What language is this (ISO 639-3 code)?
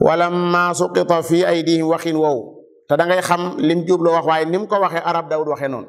wol